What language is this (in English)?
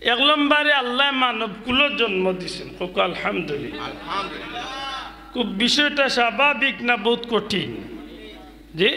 Sylheti